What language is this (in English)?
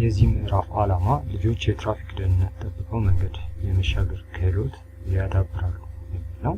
Amharic